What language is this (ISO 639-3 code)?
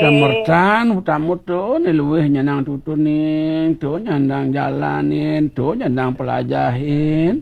ban